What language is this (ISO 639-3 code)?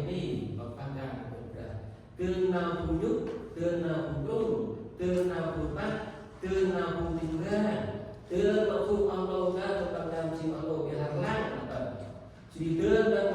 cmo